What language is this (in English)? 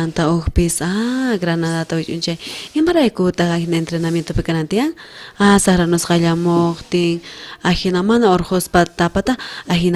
South Bolivian Quechua